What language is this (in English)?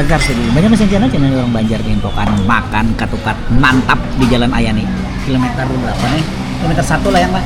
Banjar